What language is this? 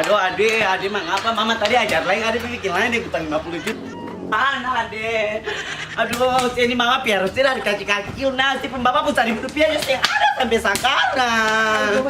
Ambonese Malay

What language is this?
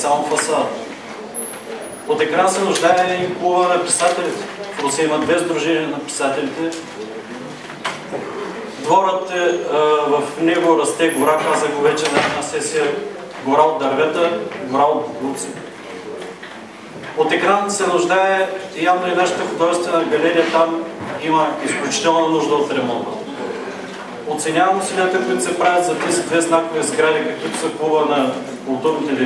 Bulgarian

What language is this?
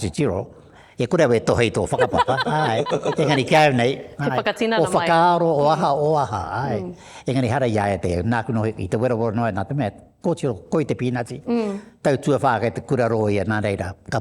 Māori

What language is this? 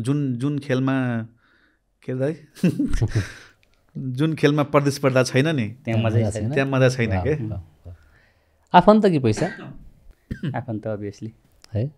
Nepali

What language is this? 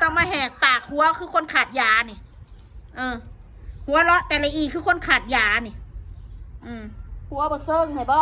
Northeastern Thai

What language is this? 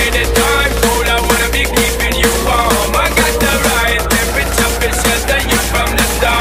English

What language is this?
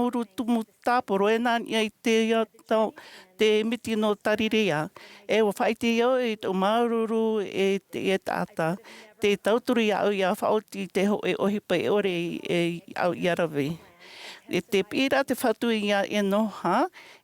Tahitian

